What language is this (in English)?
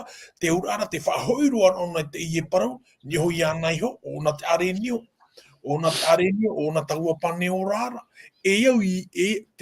Tahitian